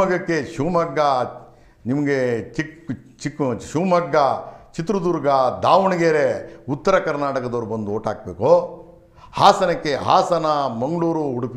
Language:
Kannada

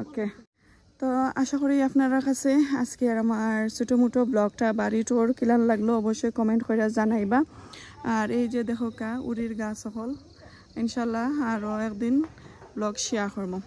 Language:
Sylheti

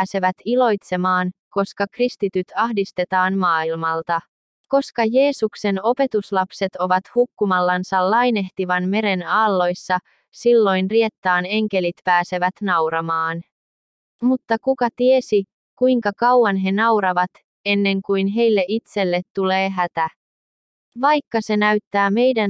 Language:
Finnish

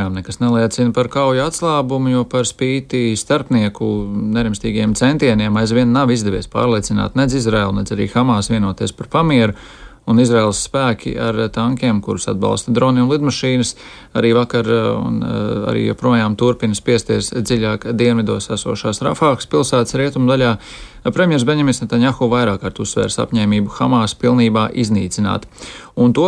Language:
Latvian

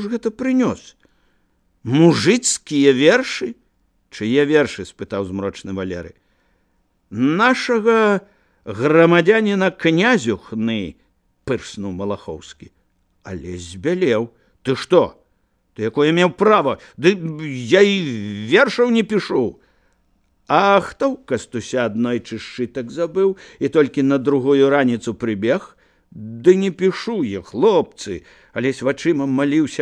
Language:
Belarusian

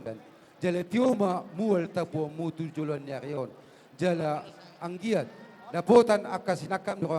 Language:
Batak Toba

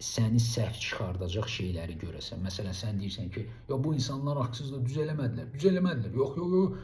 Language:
Azerbaijani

